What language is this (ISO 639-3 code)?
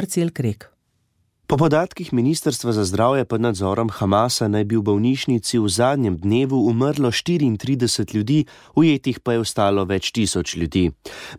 slv